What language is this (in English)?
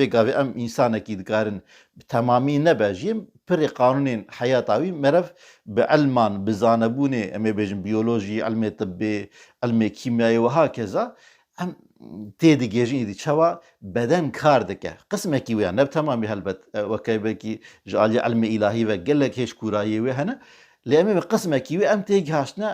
Kurdish